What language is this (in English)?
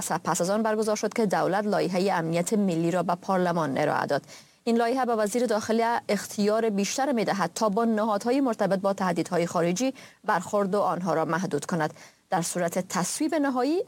Persian